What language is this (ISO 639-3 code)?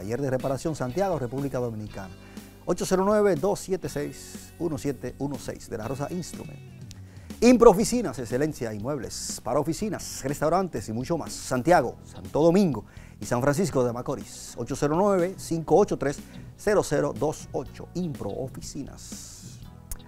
spa